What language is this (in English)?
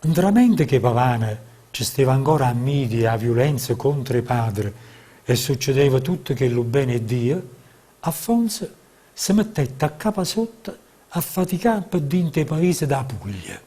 Neapolitan